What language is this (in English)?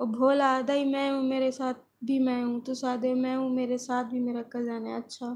Saraiki